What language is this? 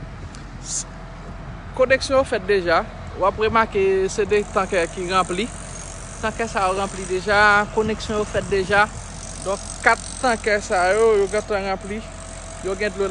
Haitian Creole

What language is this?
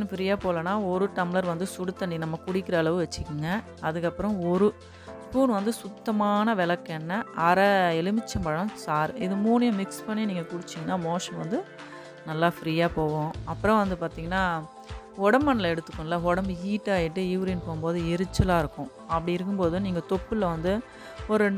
Tamil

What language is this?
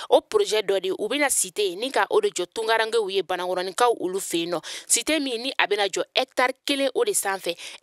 Bambara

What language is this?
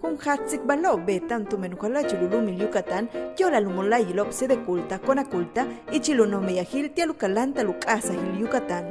Yucateco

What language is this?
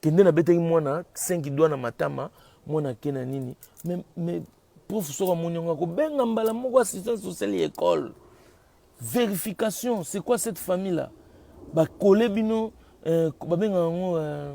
Lingala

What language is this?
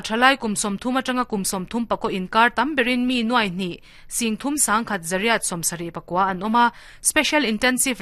Mizo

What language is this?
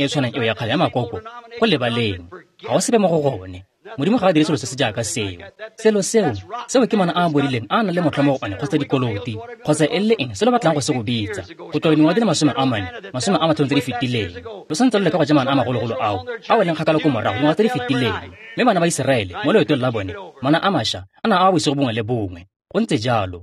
Tswana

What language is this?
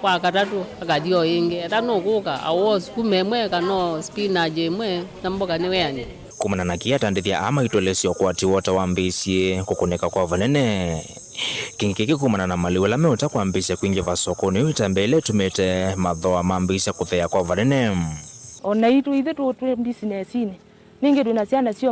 Kamba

